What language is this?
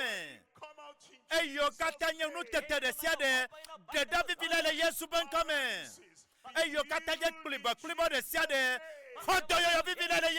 Ewe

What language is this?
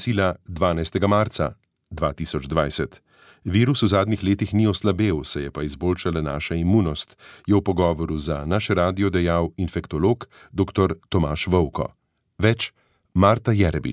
Slovenian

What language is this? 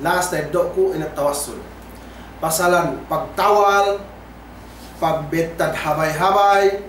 Yakan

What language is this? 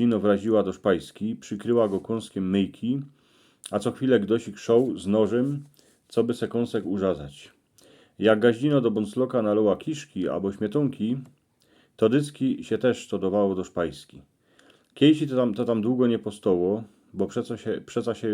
Silesian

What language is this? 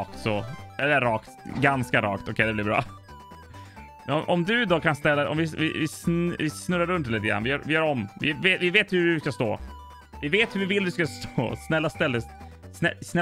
Swedish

